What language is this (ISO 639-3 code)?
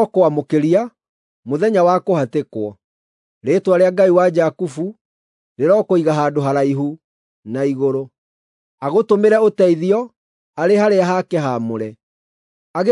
kik